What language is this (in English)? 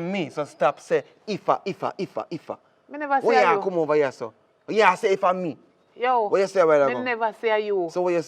Jamaican Creole English